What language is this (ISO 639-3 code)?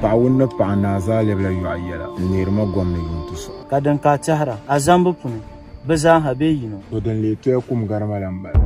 dag